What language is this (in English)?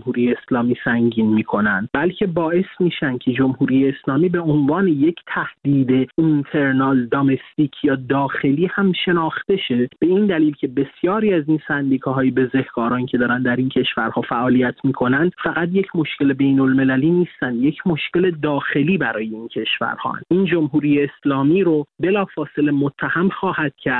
Persian